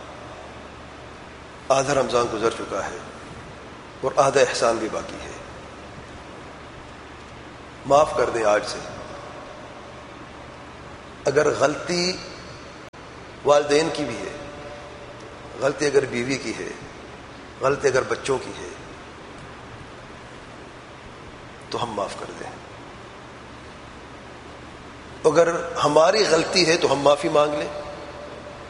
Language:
Urdu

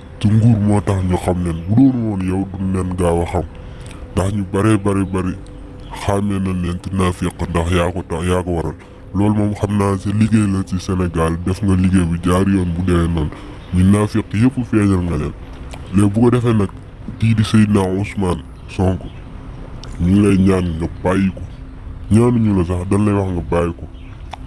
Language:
Wolof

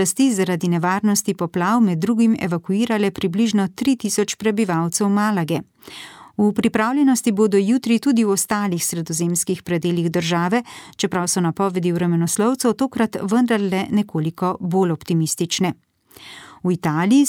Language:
Slovenian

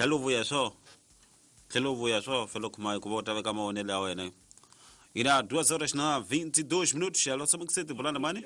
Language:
Tsonga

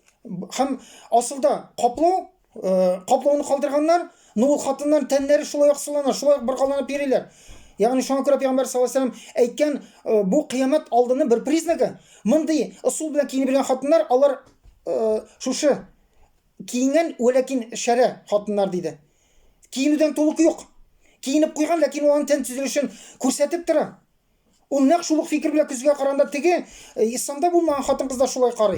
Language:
Tatar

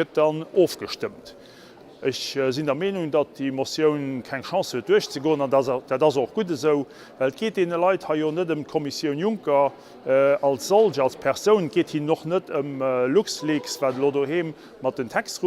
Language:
Luxembourgish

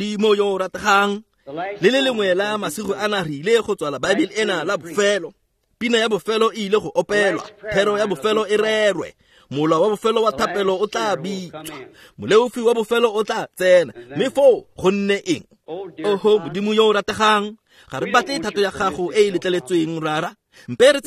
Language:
Tswana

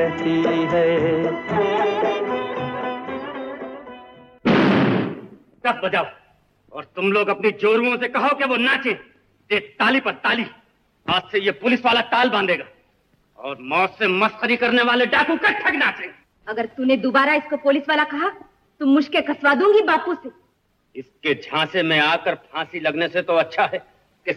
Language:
Hindi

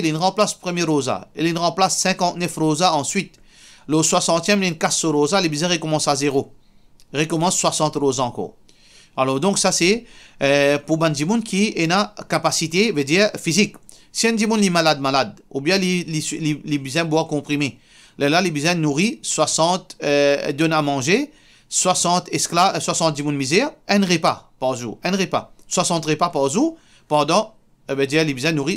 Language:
Morisyen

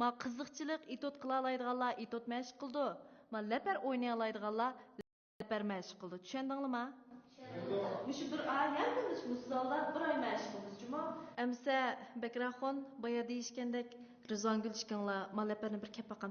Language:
Uyghur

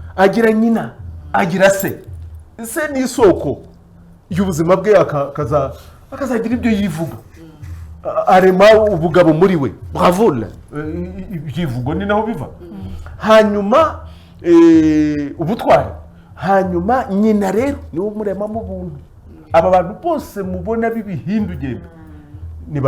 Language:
Kinyarwanda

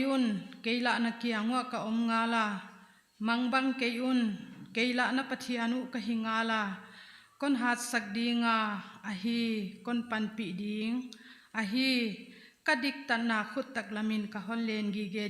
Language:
Paite Chin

